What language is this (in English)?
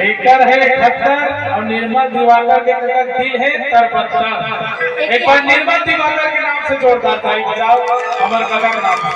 Chhattisgarhi